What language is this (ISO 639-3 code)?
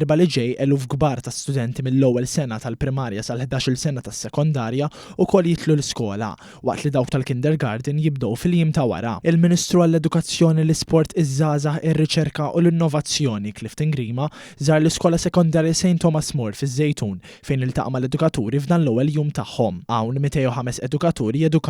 mlt